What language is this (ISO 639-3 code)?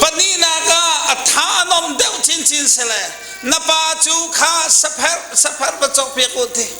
cnh